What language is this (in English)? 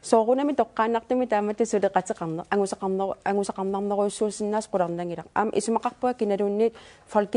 Kalaallisut